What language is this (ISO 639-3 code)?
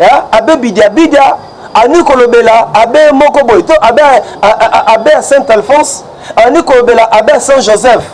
lin